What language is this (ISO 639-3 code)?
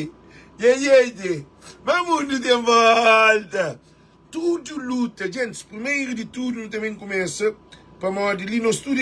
kea